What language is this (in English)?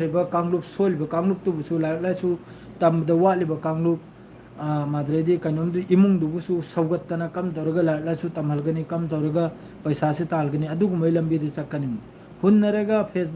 Manipuri